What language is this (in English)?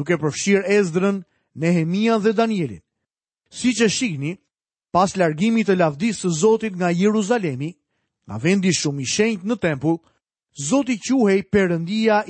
Albanian